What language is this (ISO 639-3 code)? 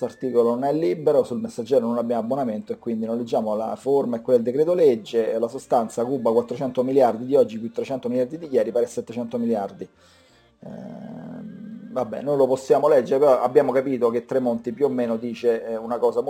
ita